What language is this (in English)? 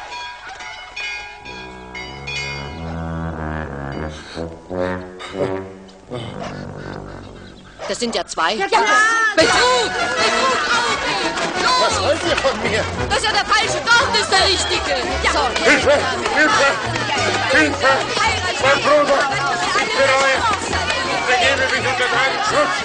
German